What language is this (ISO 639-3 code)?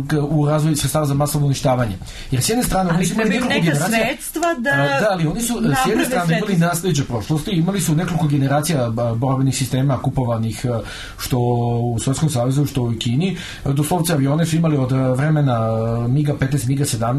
srp